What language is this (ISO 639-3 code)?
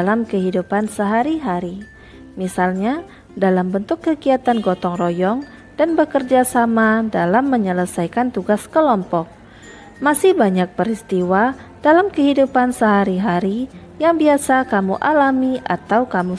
ind